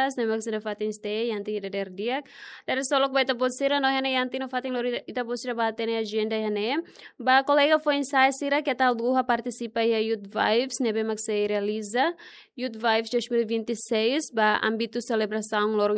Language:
Tetum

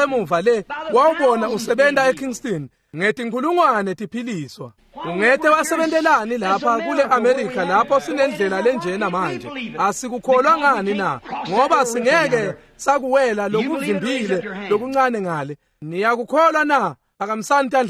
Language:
Swati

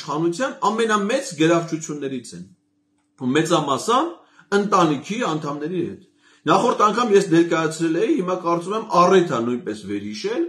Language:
Armenian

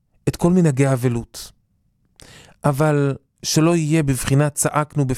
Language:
Hebrew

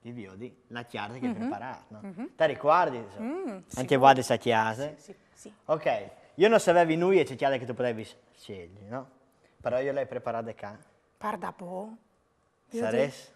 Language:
Friulian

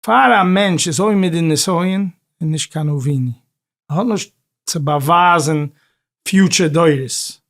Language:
Yiddish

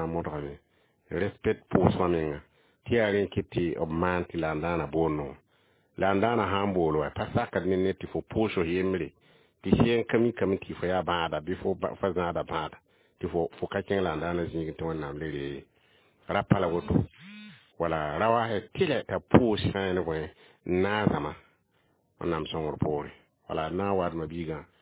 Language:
Mossi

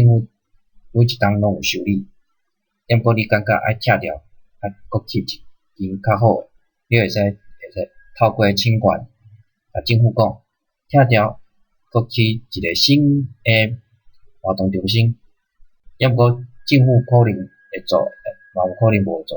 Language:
Min Nan Chinese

